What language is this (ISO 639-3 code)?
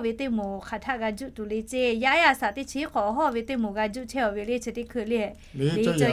lhu